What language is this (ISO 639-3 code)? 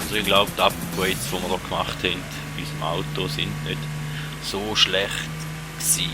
gsw